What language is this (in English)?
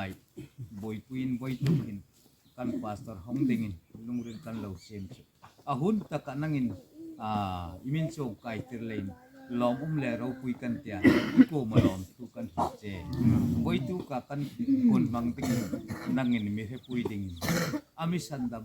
Hmar